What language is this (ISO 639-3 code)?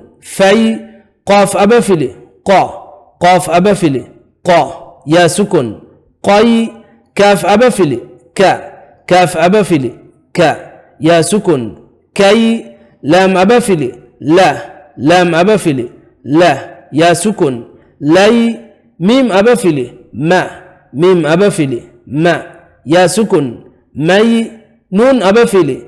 div